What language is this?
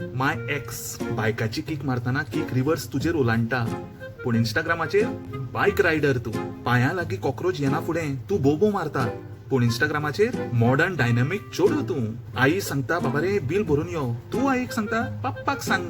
Konkani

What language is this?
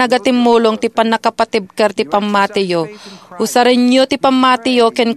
Iloko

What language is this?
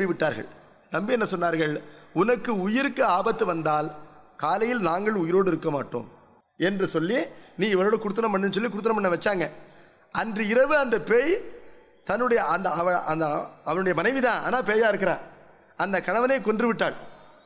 Tamil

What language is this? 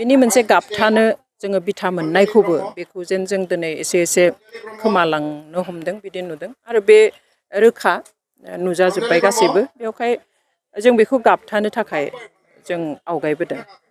Bodo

